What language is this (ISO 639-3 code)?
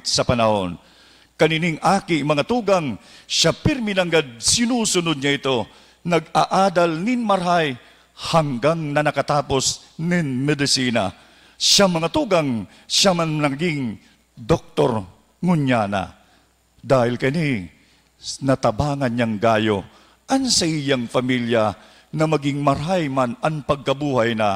bik